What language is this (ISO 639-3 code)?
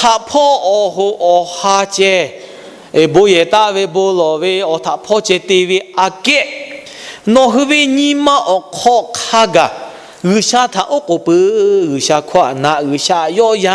lhu